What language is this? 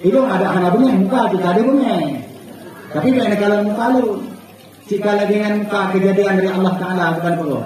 Achinese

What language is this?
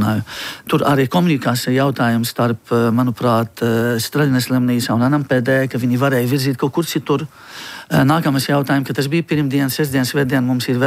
Latvian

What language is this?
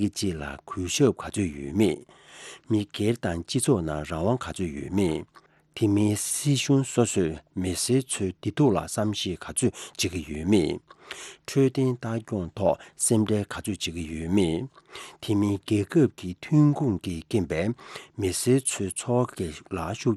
Tibetan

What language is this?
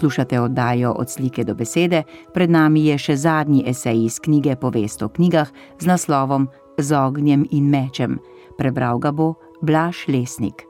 Slovenian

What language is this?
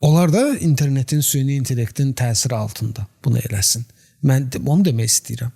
Azerbaijani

